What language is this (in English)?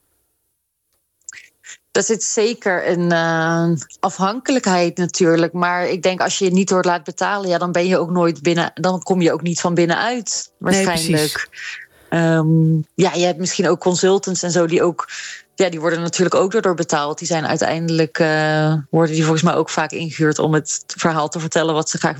Dutch